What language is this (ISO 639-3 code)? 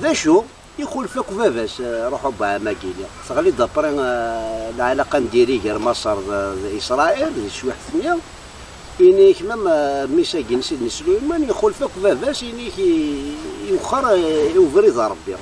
kab